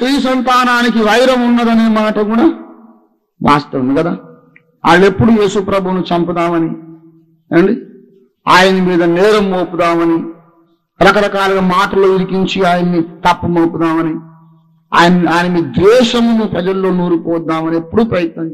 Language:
Telugu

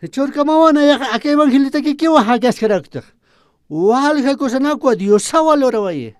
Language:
Aymara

